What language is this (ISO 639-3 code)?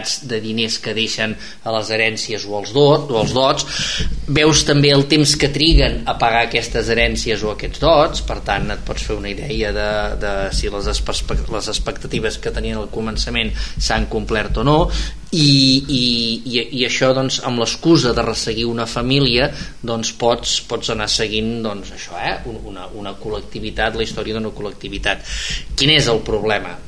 cat